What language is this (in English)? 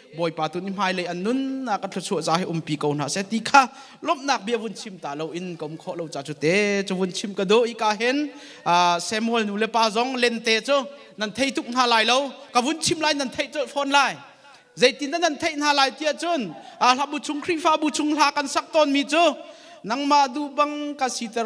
Hakha Chin